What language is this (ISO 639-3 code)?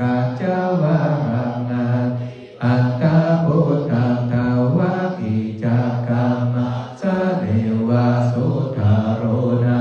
pli